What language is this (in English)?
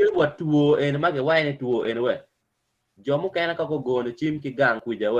Acoli